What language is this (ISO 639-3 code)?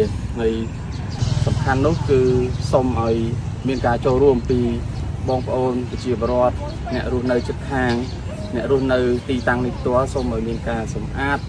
khm